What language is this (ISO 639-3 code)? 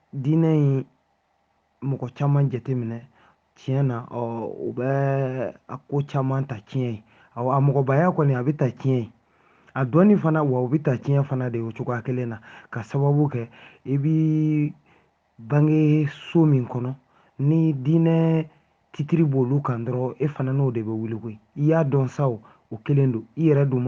bam